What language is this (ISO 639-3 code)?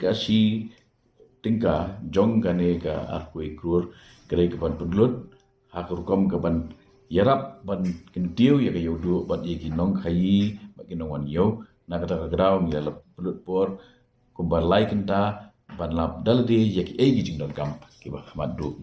kha